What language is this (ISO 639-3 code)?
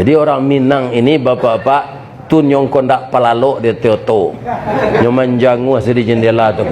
min